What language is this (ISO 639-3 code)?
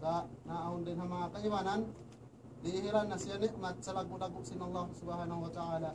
tsg